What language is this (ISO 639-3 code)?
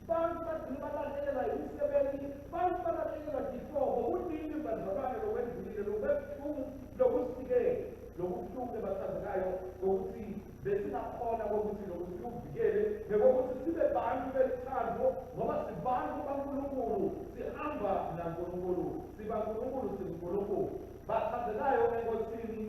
ssw